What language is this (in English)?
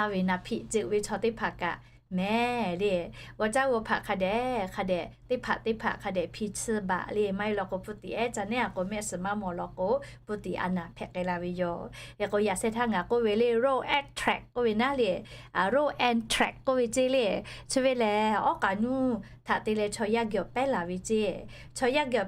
Lahu